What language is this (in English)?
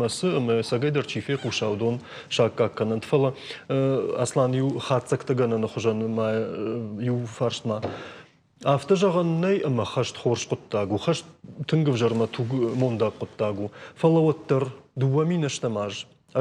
Ossetic